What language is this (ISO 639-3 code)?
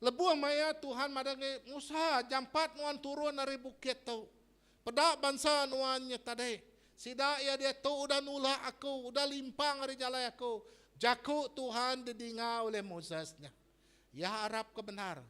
iba